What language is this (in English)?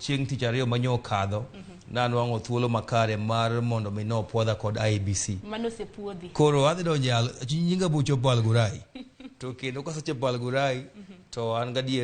Luo (Kenya and Tanzania)